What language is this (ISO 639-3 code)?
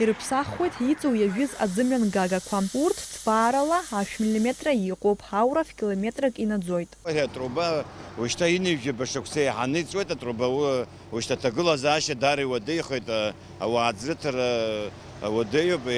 abk